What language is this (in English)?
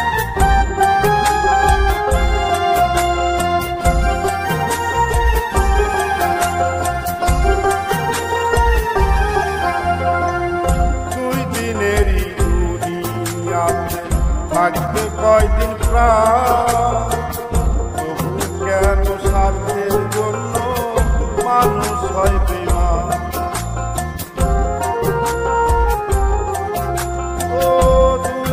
Bangla